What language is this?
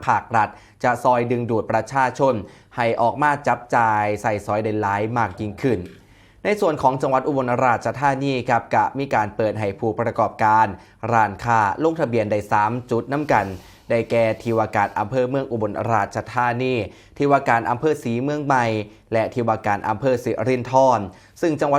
Northeastern Thai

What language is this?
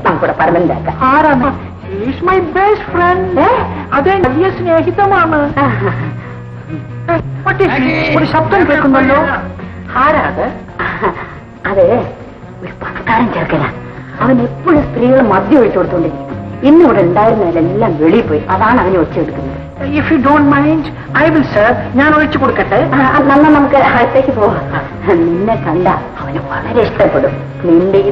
Malayalam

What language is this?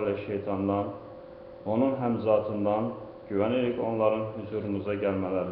Azerbaijani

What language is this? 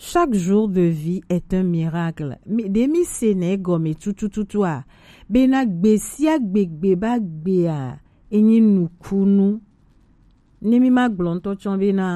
Gen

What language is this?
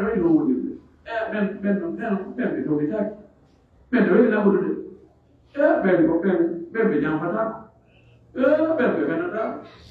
Pular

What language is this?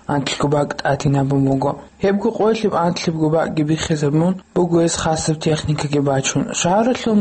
Avaric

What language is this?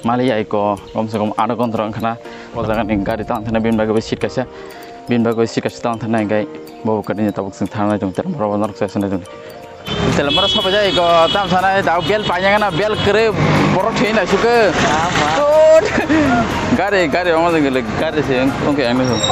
Kok Borok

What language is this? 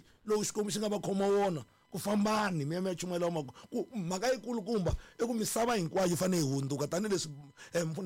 Tsonga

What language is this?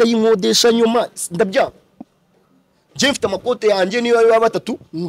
Kinyarwanda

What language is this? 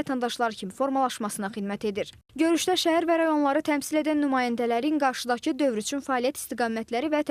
Azerbaijani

